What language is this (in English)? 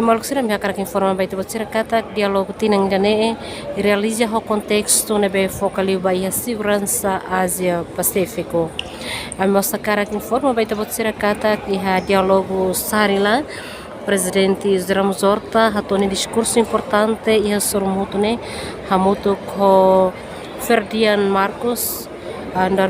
Tetum